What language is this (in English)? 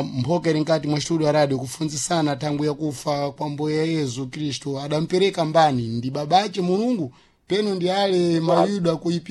Sena